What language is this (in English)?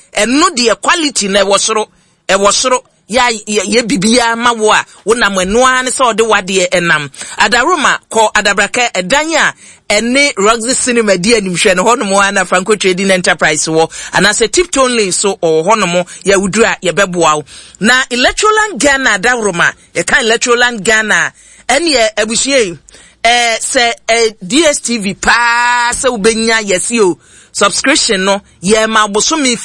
Akan